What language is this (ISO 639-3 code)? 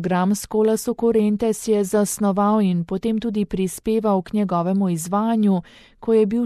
slv